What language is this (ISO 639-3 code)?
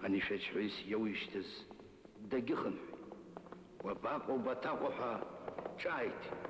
abk